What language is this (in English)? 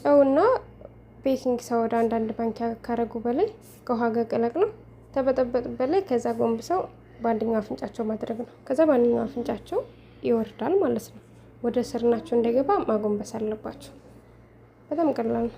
Amharic